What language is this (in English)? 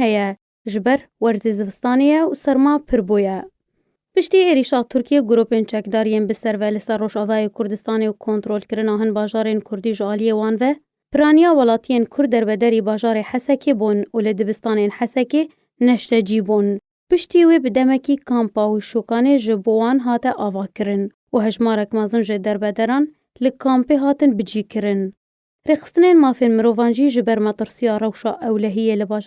Kurdish